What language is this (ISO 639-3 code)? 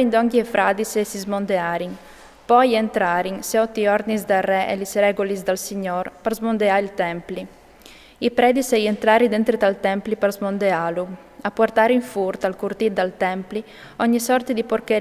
fur